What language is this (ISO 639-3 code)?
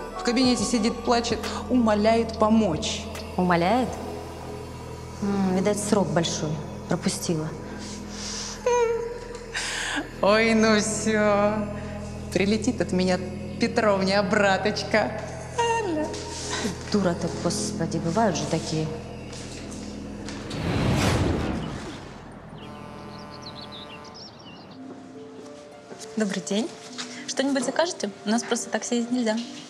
rus